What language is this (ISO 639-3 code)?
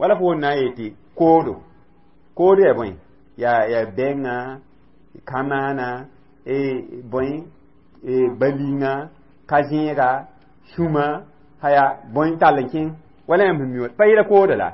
mos